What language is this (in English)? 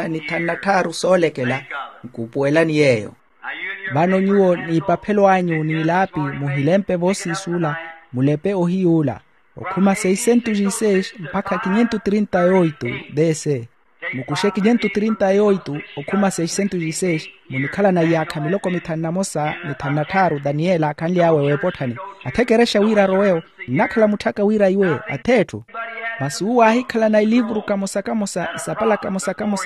Makhuwa